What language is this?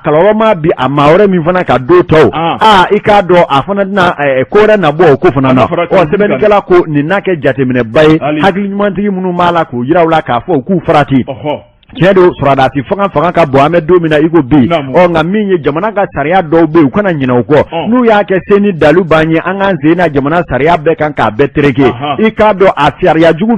Bambara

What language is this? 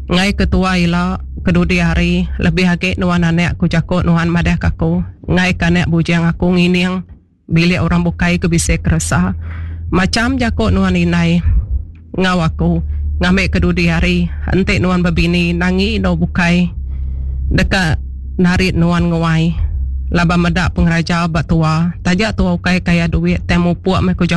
Iban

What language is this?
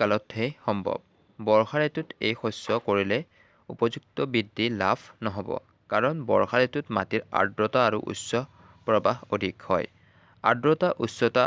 Assamese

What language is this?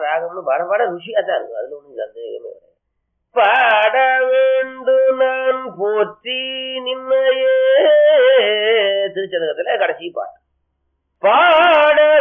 Tamil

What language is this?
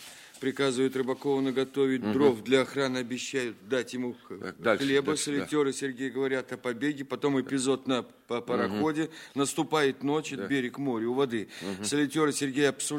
Russian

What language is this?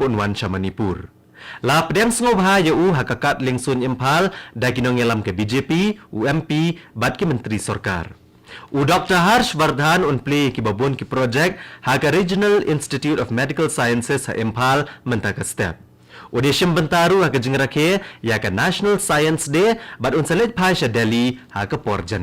Khasi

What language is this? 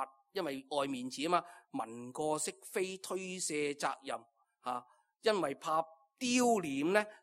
Cantonese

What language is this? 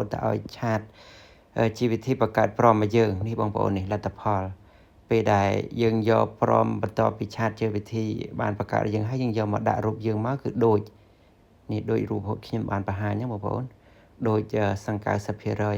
Khmer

